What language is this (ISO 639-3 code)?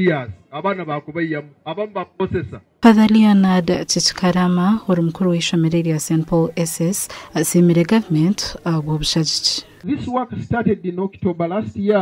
nyn